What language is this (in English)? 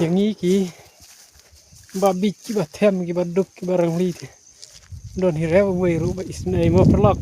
Khasi